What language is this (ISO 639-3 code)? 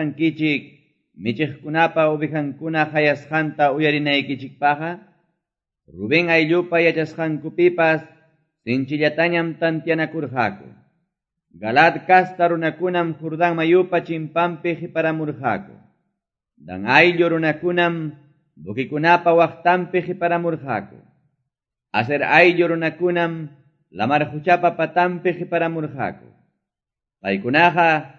que